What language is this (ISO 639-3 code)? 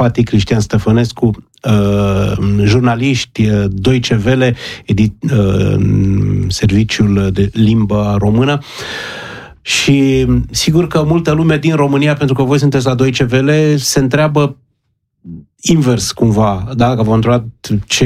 ron